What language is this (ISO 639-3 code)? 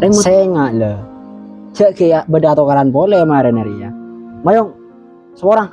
mad